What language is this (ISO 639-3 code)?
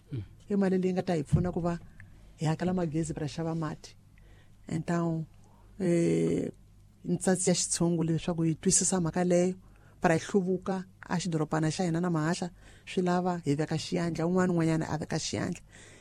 tso